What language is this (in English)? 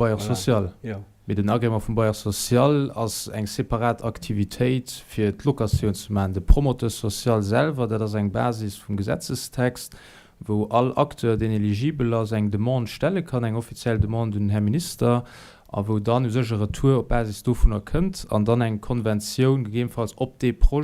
Luxembourgish